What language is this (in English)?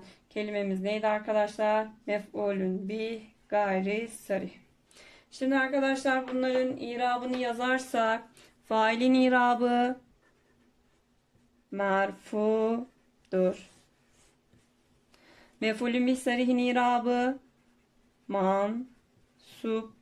Turkish